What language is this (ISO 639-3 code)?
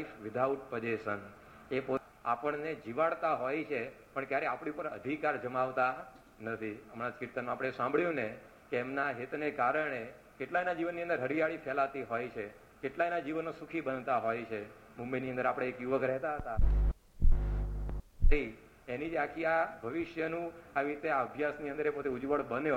guj